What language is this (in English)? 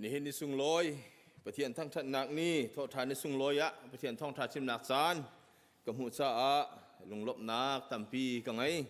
Hakha Chin